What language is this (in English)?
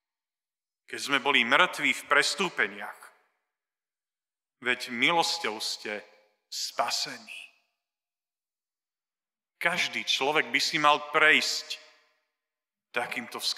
Slovak